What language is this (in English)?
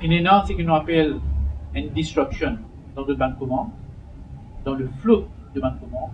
Morisyen